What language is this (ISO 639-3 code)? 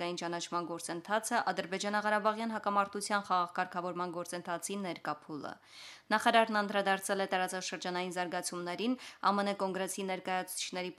hye